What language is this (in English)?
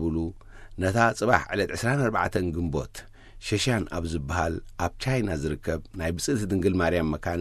Tigrinya